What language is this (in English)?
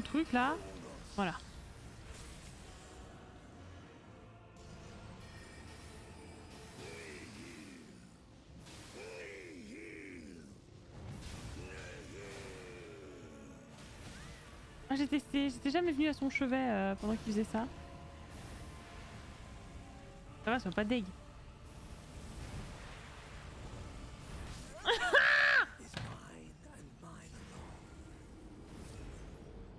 French